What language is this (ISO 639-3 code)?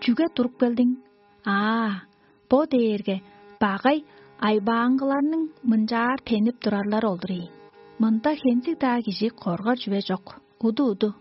tyv